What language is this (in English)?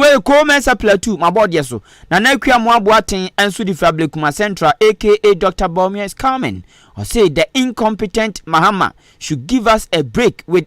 Akan